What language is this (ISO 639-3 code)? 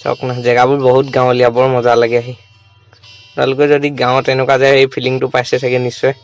asm